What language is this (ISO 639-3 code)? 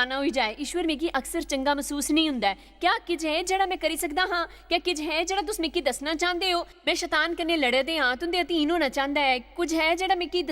doi